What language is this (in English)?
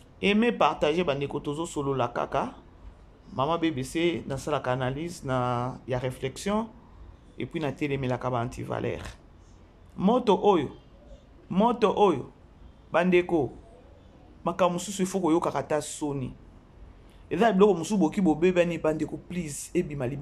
Lingala